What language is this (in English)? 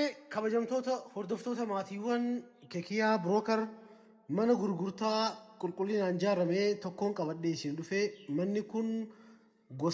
Oromo